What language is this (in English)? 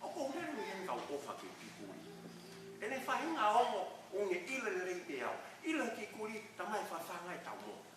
Tongan